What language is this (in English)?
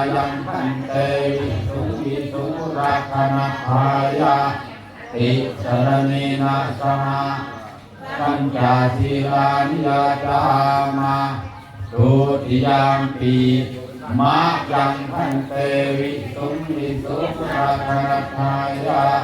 Pali